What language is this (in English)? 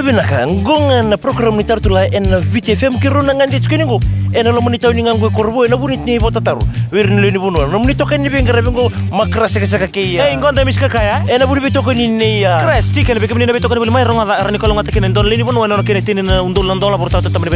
Fijian